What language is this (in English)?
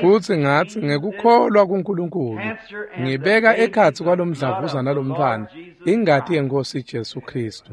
Swati